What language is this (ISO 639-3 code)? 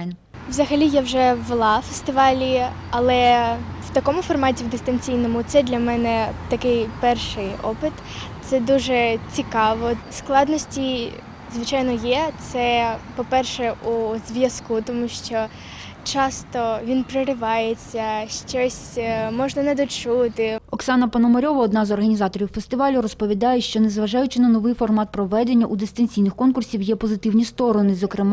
ukr